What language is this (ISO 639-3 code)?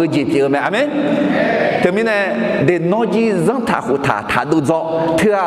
ahk